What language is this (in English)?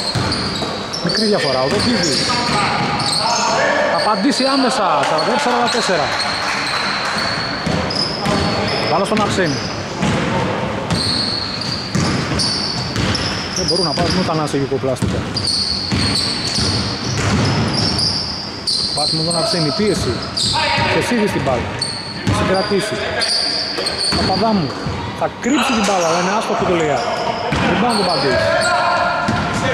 Greek